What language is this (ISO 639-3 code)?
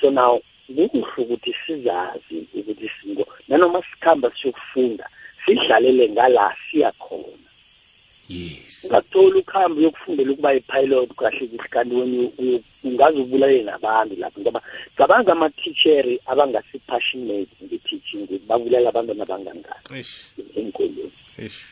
nbl